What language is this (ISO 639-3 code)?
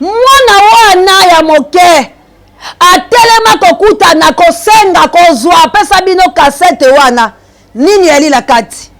lin